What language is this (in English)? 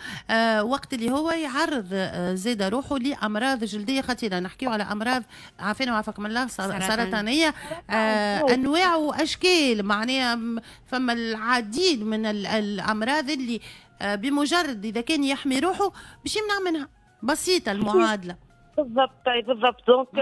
Tunisian Arabic